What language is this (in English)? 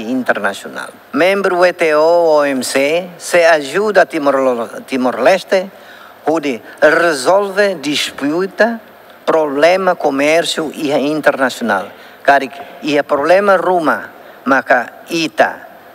Tetum